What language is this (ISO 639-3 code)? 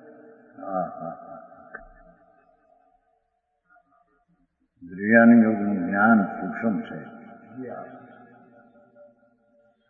guj